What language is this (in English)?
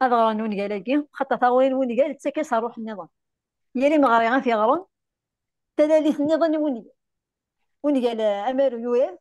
Kabyle